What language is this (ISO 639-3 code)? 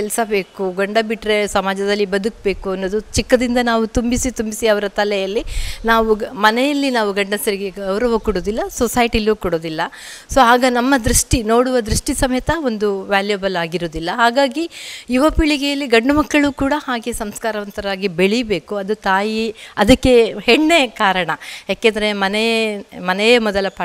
kan